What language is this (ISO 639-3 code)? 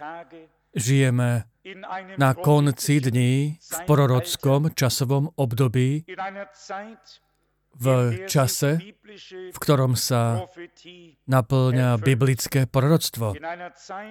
slk